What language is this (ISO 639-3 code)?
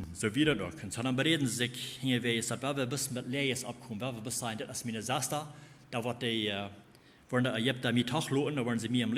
pdt